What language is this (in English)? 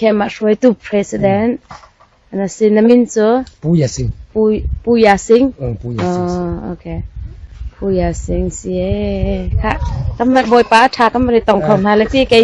Hakha Chin